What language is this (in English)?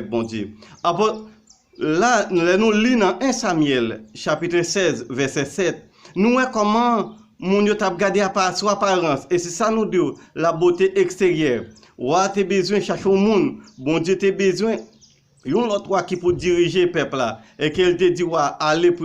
Haitian Creole